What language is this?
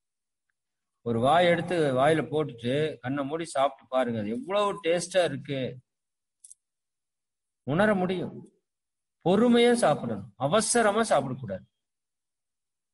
Tamil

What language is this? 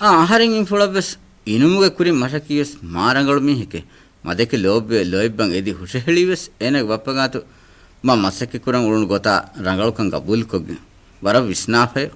Divehi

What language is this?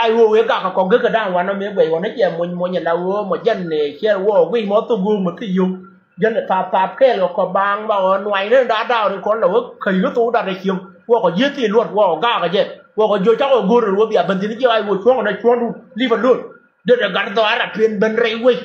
Nuer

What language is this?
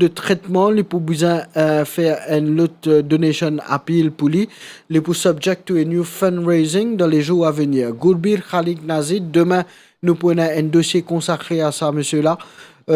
Morisyen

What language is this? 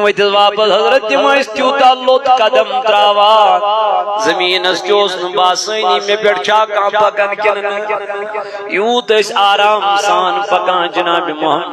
Kashmiri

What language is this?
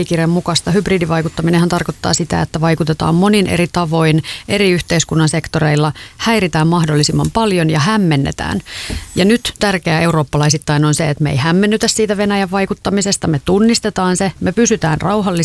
Finnish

